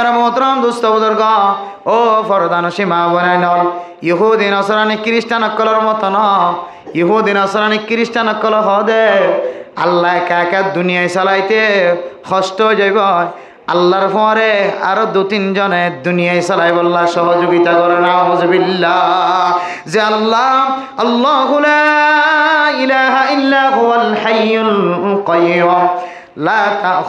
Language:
Rohingya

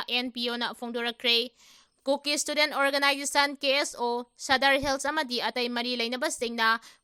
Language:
Manipuri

